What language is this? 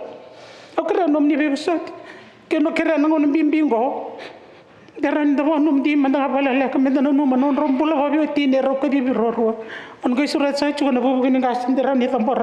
Fijian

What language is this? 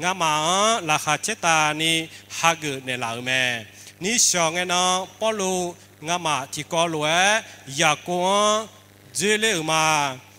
Akha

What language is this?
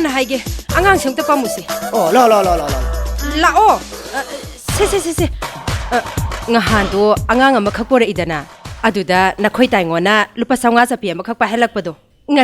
Manipuri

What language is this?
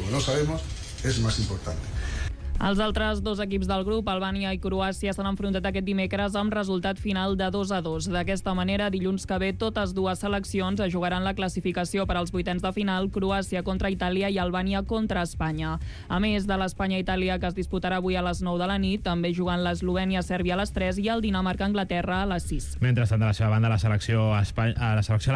Catalan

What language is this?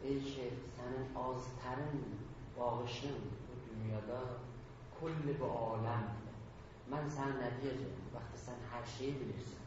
South Azerbaijani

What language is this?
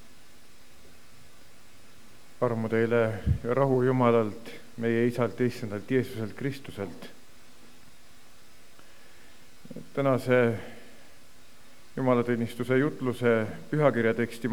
Estonian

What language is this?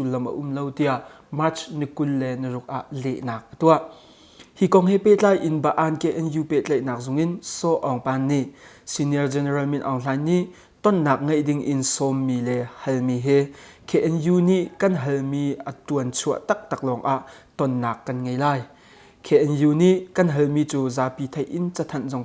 Hakha Chin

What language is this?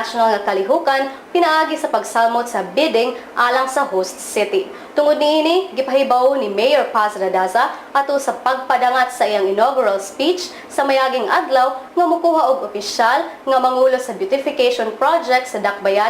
Cebuano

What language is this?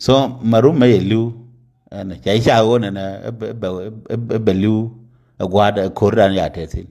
Nuer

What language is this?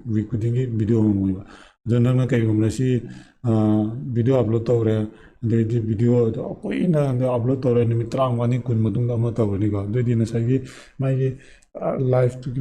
Manipuri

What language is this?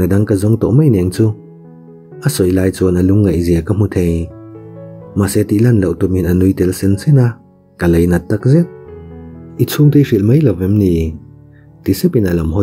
Mizo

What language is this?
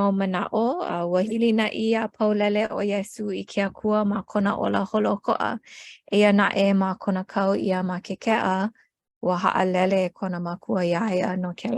Hawaiian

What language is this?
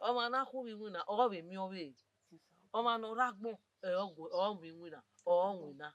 Bini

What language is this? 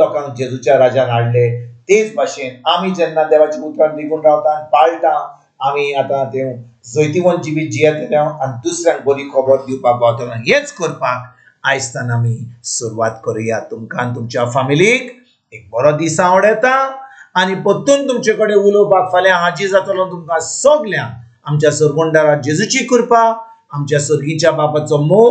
Konkani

